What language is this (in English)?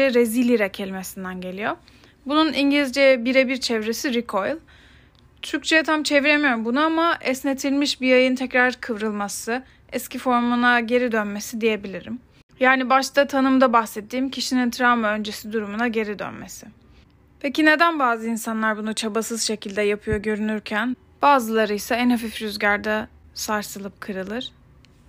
Turkish